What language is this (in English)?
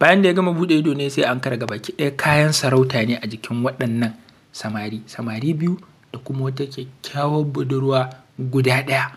Hausa